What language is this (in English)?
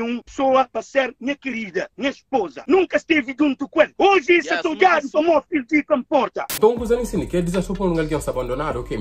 Kabuverdianu